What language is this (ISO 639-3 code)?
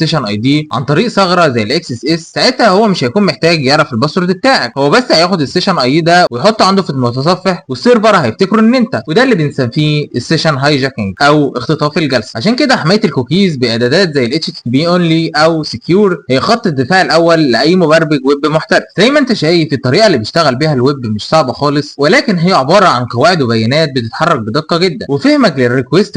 arz